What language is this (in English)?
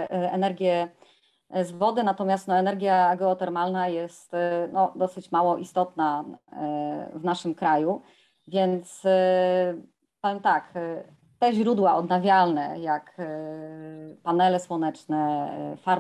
Polish